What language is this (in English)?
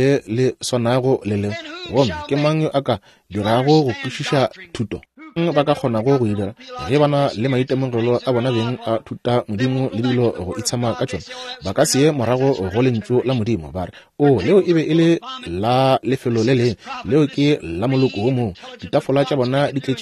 Northern Sotho